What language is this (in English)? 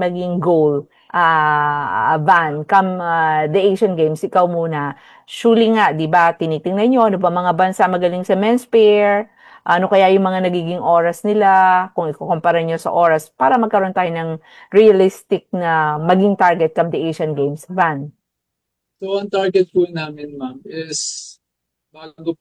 Filipino